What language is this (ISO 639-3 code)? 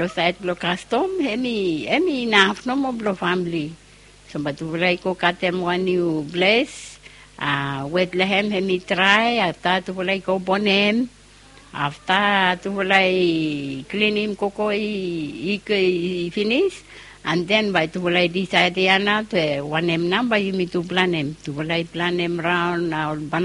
bis